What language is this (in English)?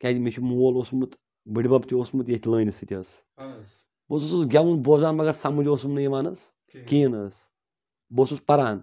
Kashmiri